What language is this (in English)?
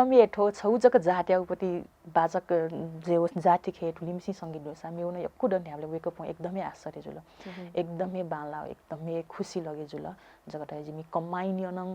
Newari